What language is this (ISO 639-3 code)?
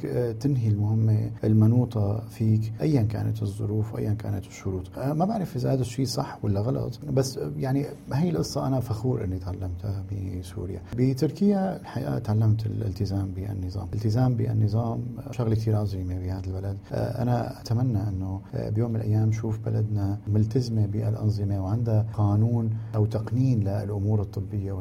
apc